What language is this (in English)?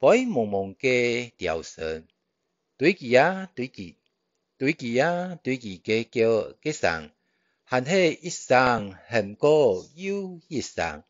Hakka Chinese